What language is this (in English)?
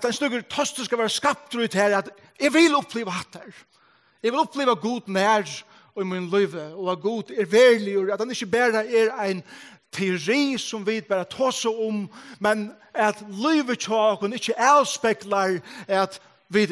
Faroese